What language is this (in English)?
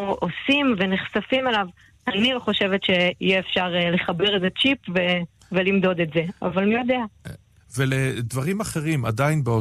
Hebrew